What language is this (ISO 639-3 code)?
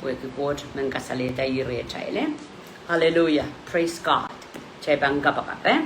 pon